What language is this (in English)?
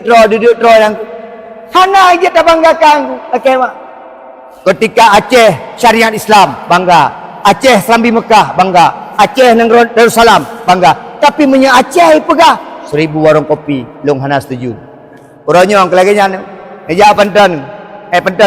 Achinese